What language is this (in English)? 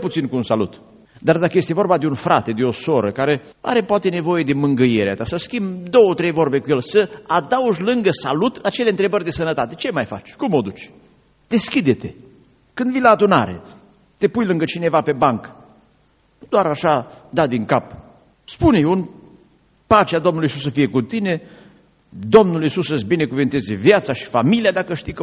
Romanian